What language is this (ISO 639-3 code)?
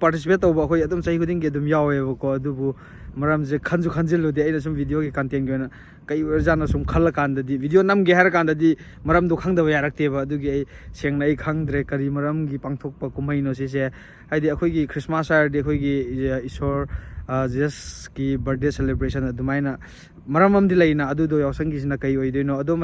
mni